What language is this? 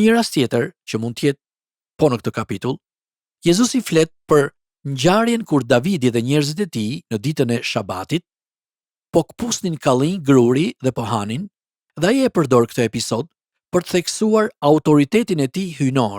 Albanian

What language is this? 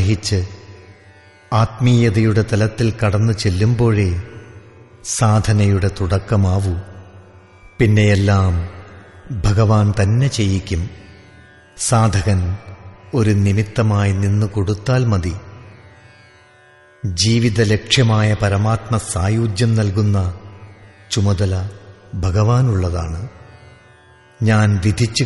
Malayalam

